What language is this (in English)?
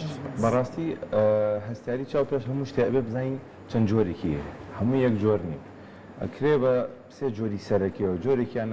Central Kurdish